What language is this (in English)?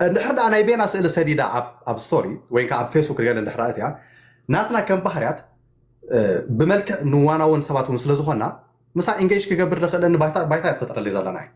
Tigrinya